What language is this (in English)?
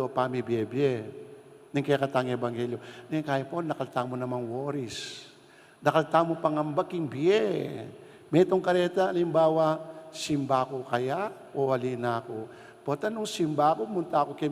Pampanga